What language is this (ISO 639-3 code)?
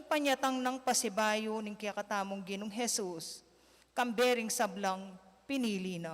pam